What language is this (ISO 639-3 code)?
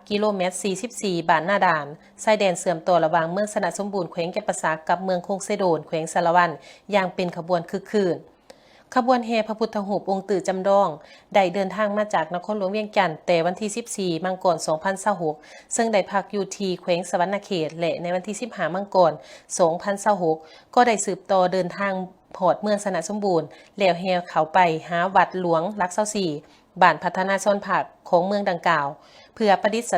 lao